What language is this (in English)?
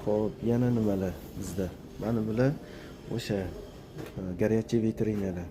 Uzbek